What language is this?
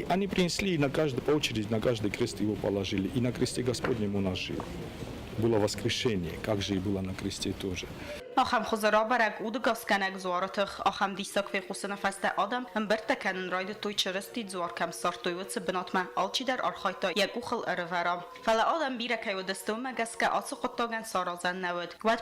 Ossetic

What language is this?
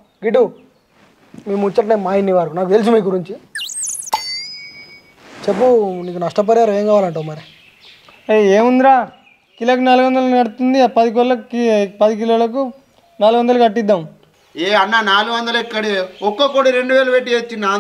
Telugu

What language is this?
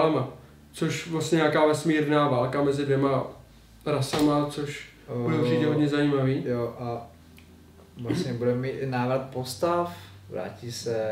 Czech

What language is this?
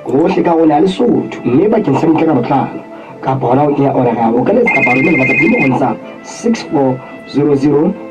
Southern Sotho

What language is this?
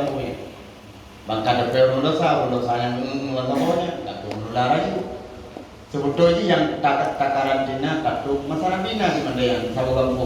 Achinese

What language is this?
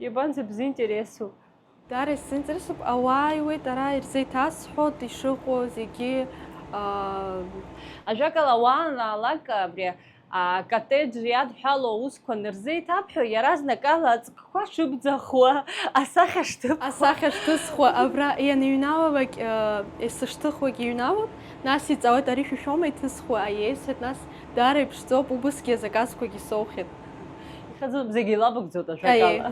Abkhazian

